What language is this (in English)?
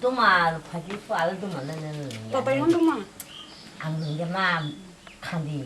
Kok Borok